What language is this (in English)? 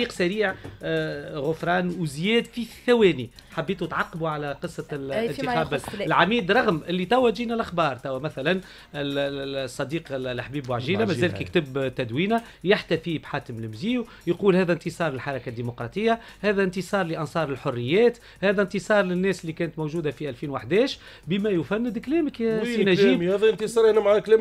Tunisian Arabic